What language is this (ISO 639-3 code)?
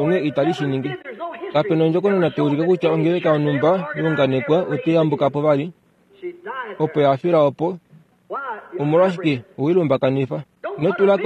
kua